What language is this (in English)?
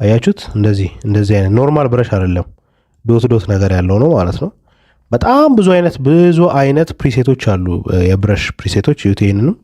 Amharic